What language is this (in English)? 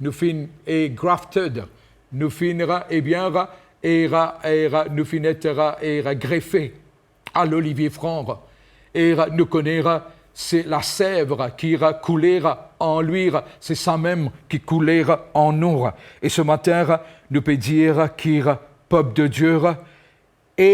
Morisyen